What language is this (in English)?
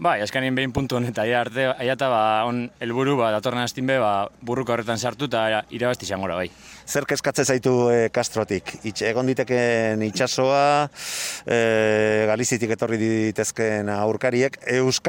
Basque